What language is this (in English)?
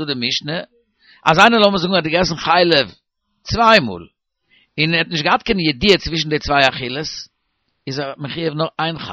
Yiddish